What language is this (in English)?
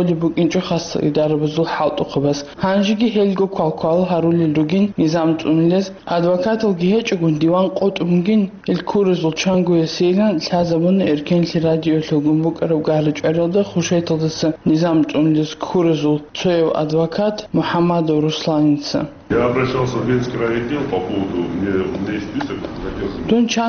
Avaric